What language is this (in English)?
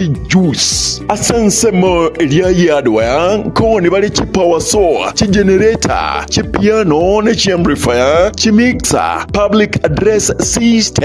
Gusii